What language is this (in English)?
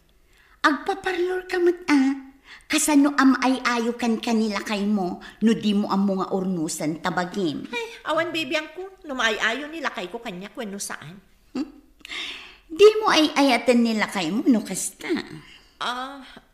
Iloko